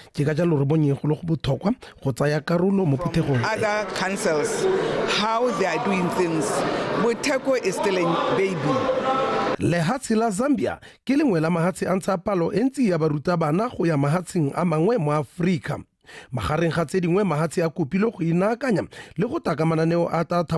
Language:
Tswana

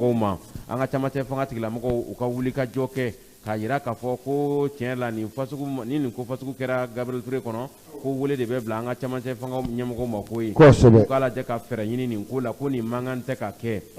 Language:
Bambara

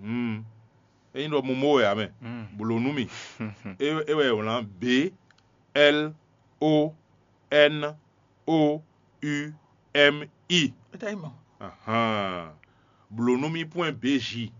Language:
Fon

